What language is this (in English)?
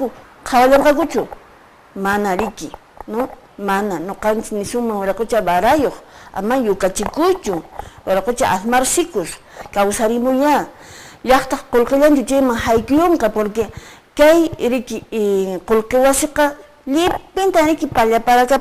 Quechua